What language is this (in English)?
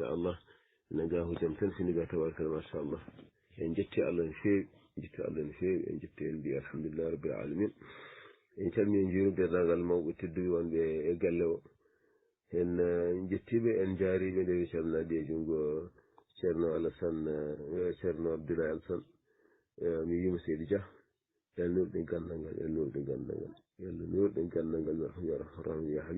Fula